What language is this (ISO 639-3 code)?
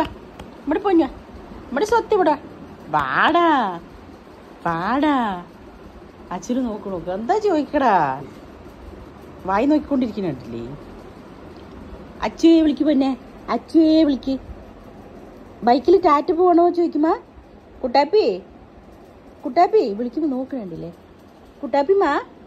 mal